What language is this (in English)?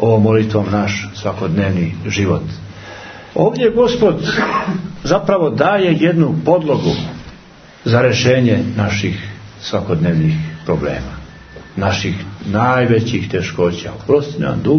Serbian